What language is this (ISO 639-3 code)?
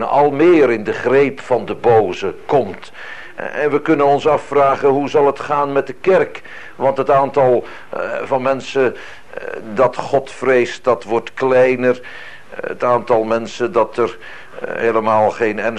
nld